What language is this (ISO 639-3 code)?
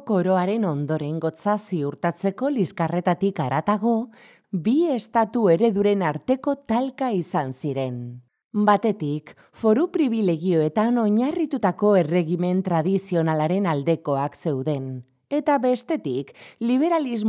eus